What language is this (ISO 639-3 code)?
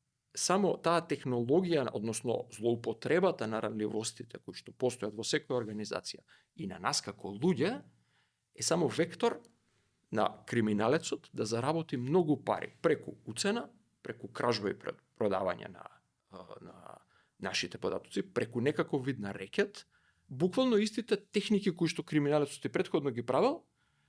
mkd